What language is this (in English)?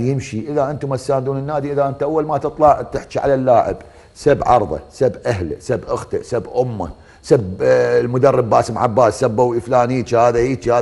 Mesopotamian Arabic